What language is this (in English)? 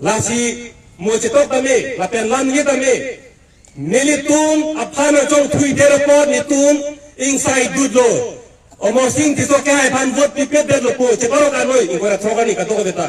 Karbi